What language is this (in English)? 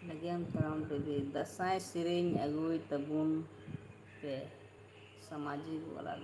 Santali